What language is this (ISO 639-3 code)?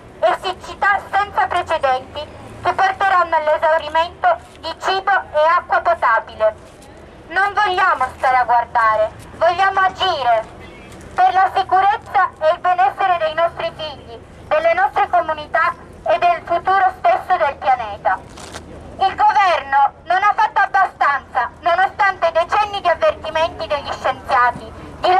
ita